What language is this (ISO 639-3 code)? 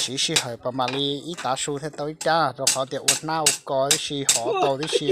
hmn